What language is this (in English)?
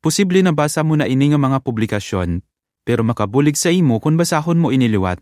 Hiligaynon